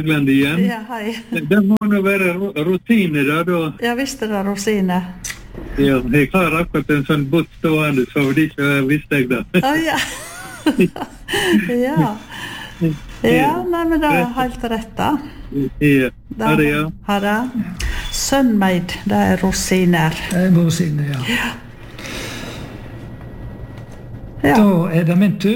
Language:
Norwegian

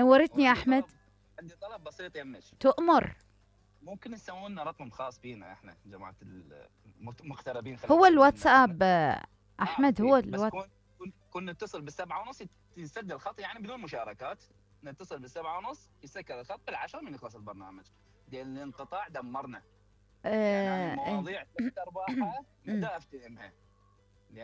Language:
Mesopotamian Arabic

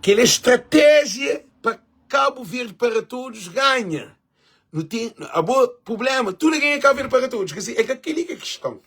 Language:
Kabuverdianu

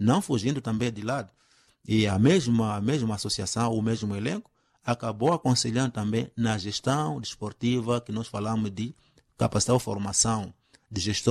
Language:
Portuguese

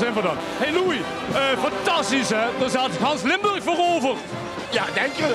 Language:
Limburgish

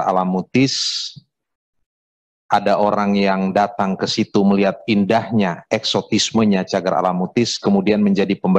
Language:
Indonesian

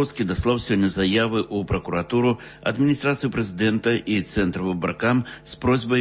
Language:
Belarusian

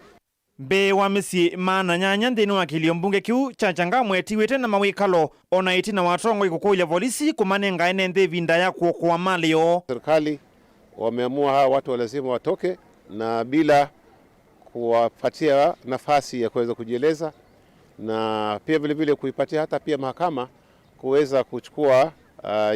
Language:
Kamba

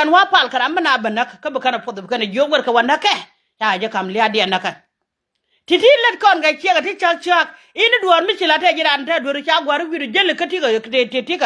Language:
Nuer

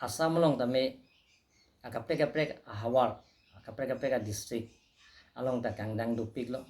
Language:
Karbi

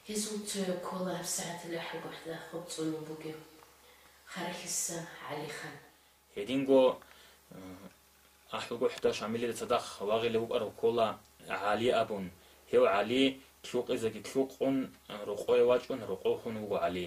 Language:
Avaric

